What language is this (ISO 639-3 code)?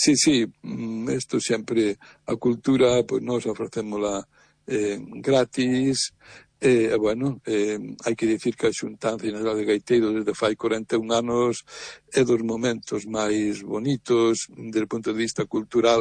glg